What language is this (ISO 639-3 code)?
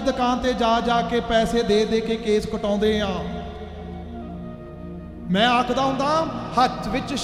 pan